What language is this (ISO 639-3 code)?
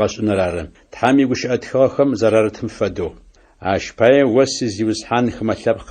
ady